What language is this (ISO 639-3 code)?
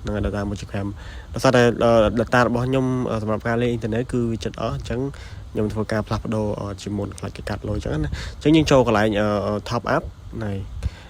khm